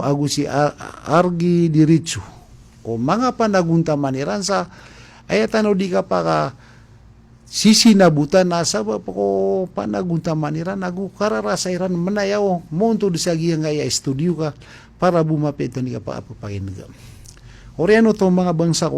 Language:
Maranao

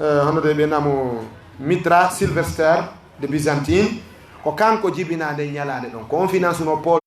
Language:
Fula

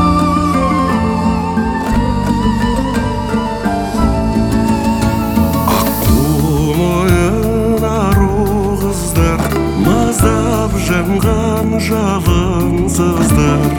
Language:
Kazakh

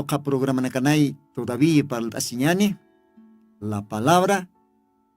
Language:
Aymara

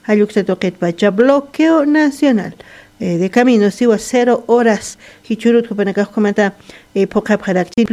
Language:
Aymara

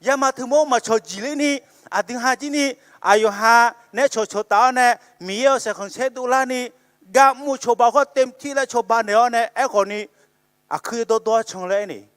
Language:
Akha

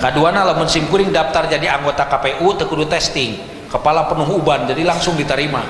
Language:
Sundanese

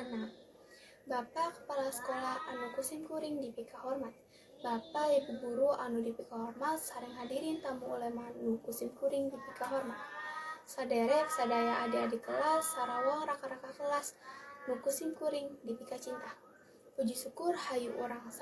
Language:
Sundanese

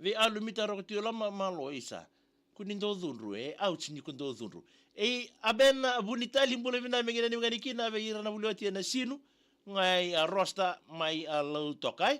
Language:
Fijian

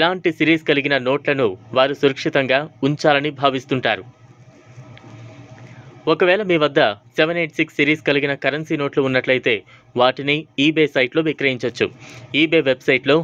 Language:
Telugu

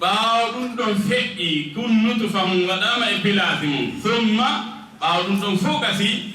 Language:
Fula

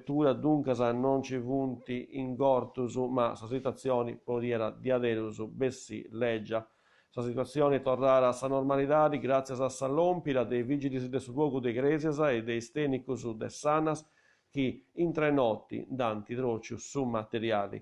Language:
Sardinian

